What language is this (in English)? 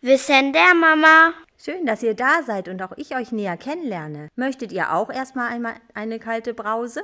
Northern Frisian